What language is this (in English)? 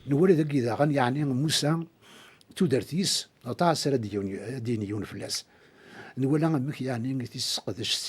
Kabyle